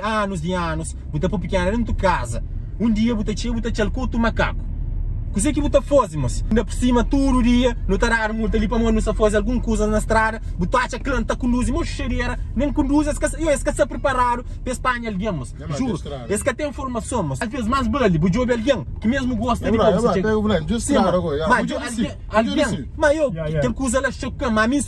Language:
Kabuverdianu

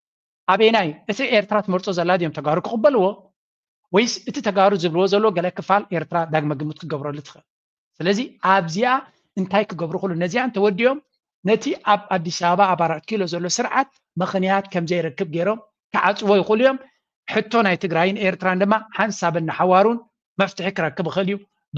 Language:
Tigrinya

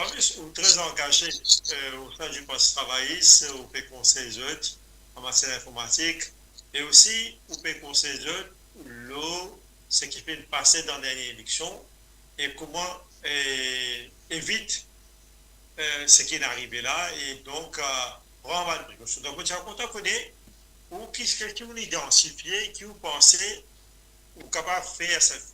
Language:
Morisyen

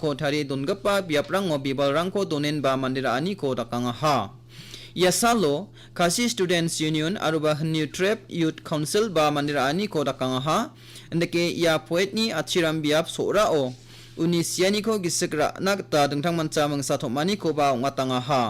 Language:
Garo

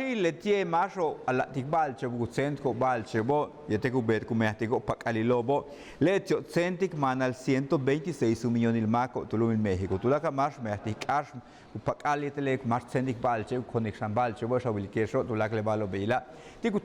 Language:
Yucateco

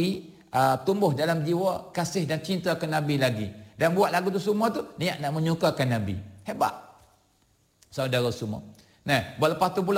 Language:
Malay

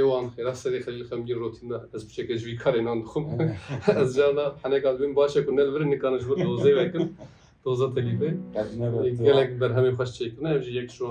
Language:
Kurdish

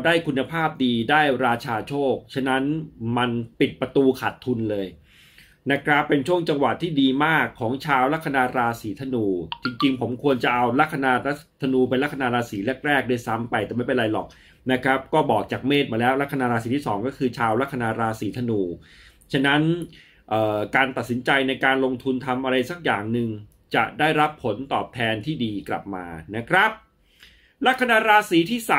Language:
Thai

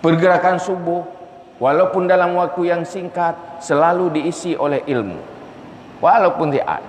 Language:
Achinese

